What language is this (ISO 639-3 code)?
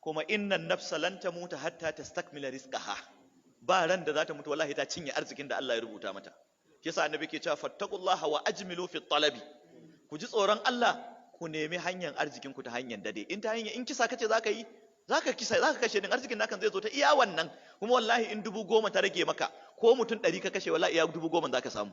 hau